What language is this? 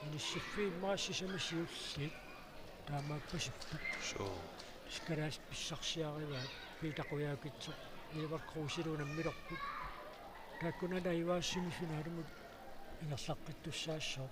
Kalaallisut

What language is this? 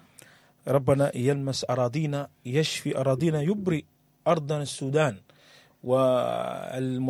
Sudanese Arabic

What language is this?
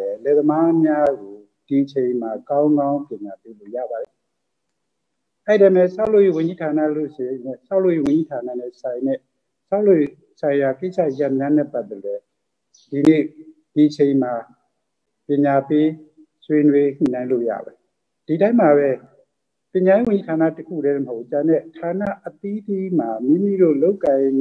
Burmese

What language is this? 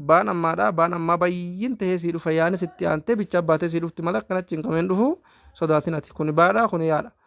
Oromo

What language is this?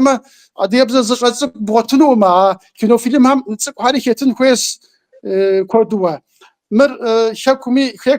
Kabardian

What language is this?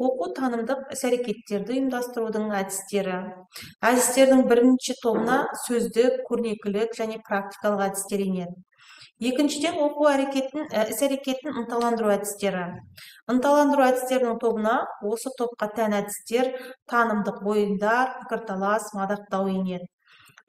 Kazakh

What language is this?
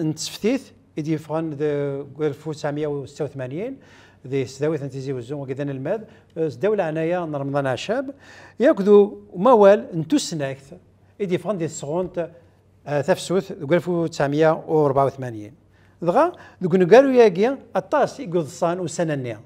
Kabyle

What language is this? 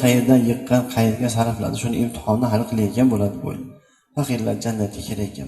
Uzbek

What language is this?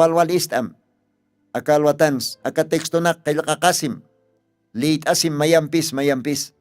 Aymara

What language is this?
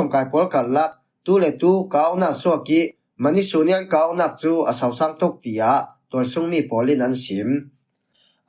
Falam Chin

